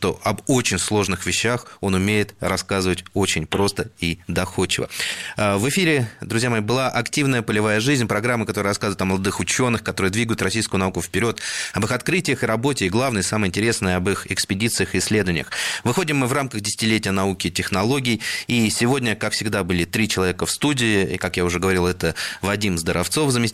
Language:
Russian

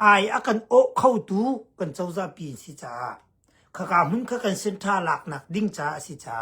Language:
Hakha Chin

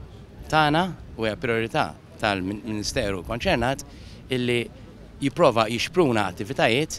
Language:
Maltese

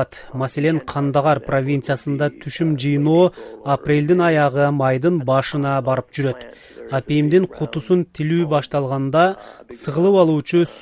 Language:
Kyrgyz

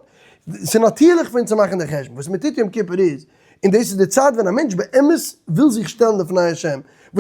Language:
Yiddish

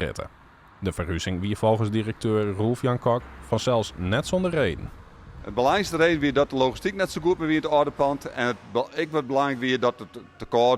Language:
Western Frisian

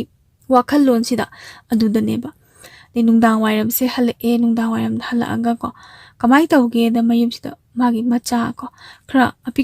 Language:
Manipuri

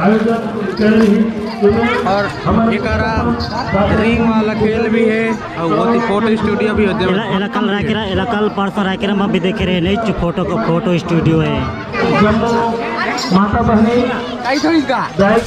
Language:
Chhattisgarhi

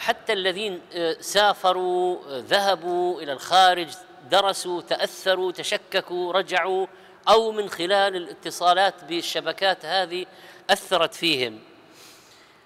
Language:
Arabic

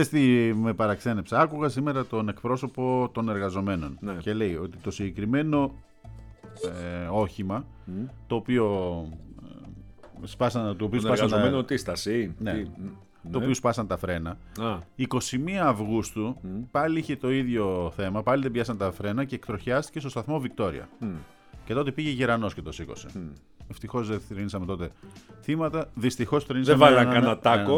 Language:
Greek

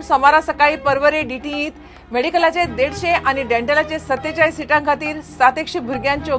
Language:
Konkani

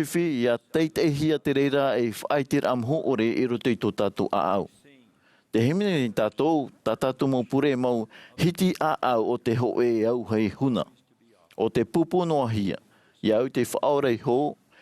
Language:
Tahitian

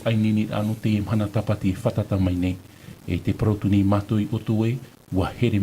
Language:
Tahitian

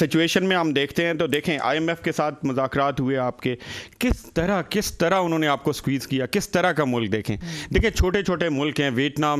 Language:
Urdu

